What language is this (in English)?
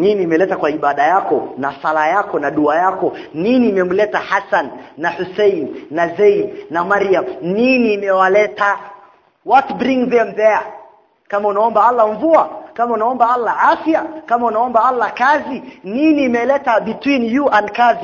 Swahili